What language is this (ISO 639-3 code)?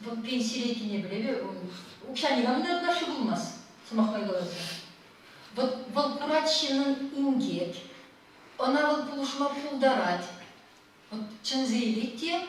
chv